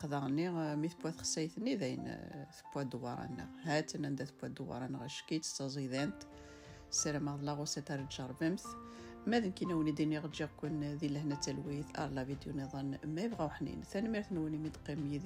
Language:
Kabyle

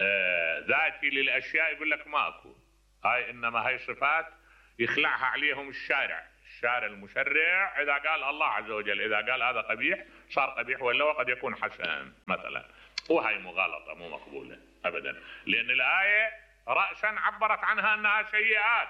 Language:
Mesopotamian Arabic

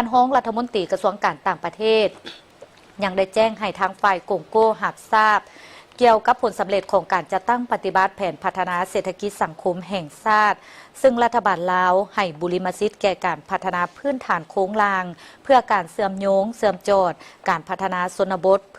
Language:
Lao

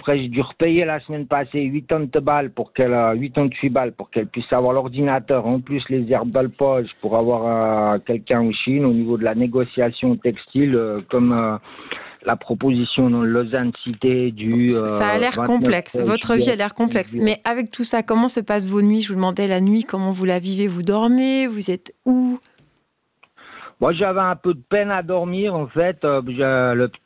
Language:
French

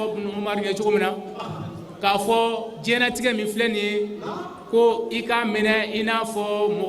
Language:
Bambara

